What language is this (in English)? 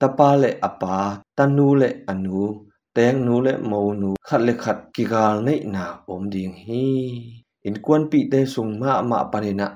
Tedim Chin